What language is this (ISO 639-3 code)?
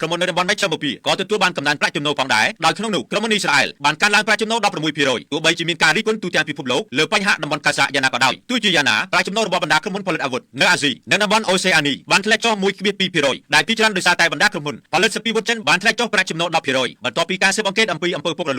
khm